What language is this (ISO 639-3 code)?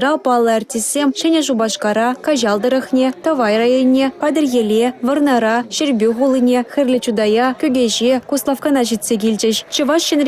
chv